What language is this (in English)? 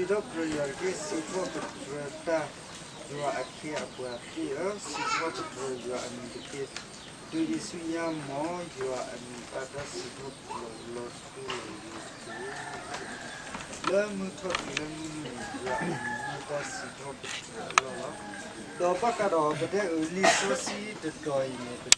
S'gaw Karen